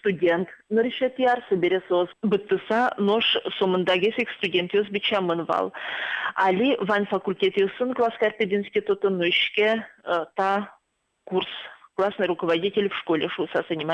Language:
Udmurt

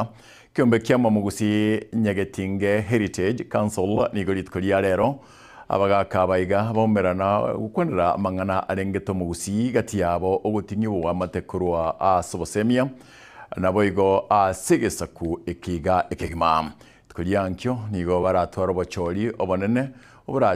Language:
Gusii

